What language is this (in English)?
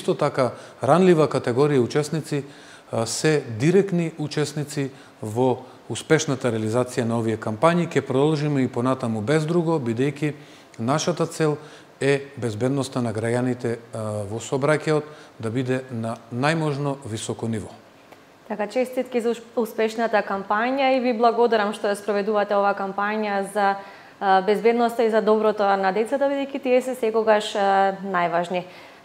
Macedonian